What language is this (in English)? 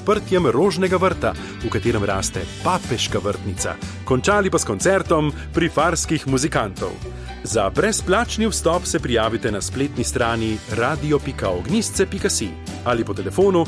Slovenian